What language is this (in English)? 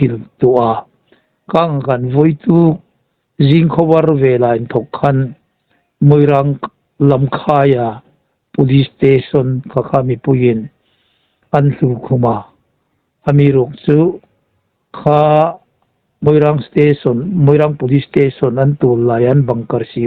Hmar